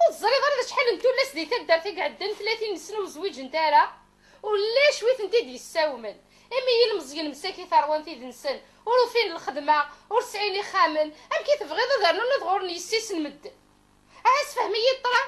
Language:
Kabyle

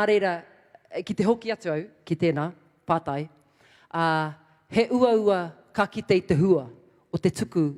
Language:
Māori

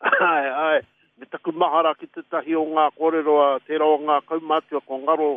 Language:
Māori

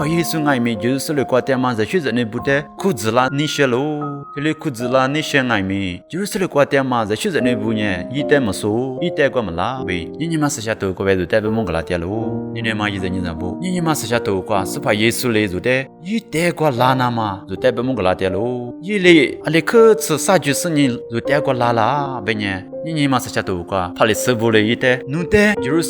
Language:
Lisu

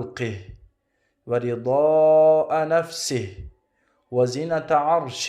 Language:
Tajik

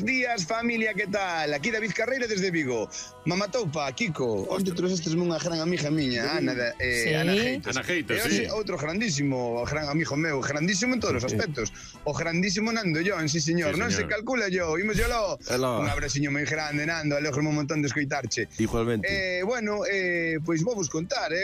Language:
Galician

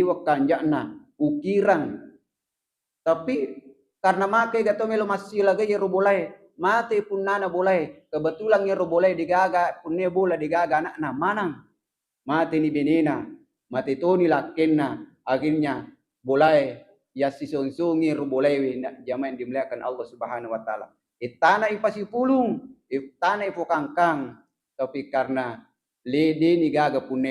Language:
Buginese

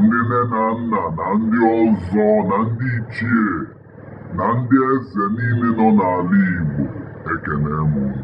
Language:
Igbo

